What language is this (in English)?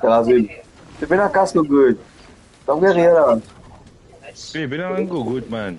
Morisyen